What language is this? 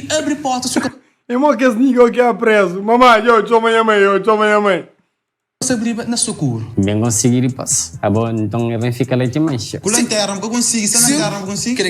Kabuverdianu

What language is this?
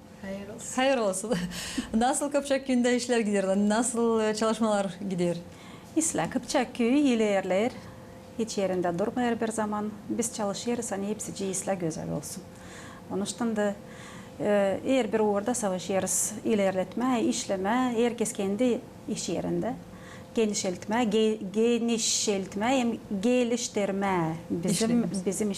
Gagauz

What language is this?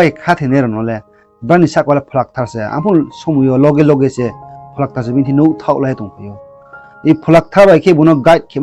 Riang (India)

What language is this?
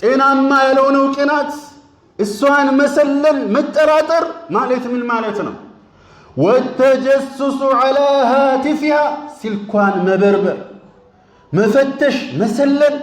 Amharic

